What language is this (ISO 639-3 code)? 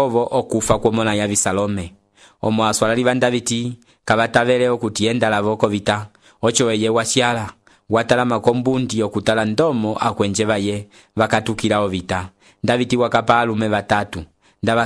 umb